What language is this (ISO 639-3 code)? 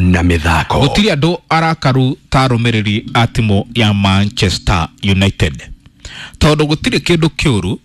kik